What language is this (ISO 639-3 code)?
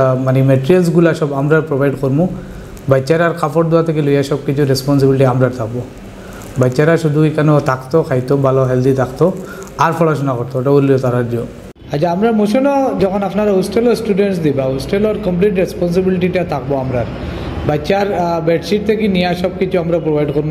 syl